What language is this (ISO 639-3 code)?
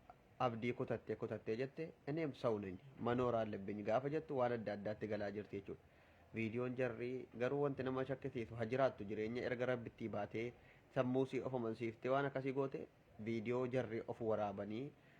orm